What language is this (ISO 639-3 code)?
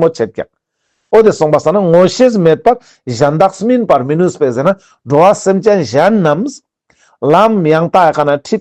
lbj